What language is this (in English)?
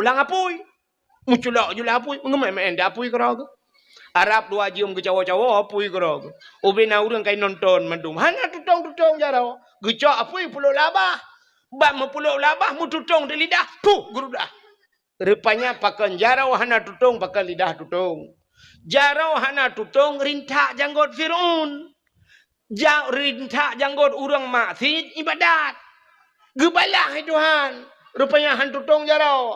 Achinese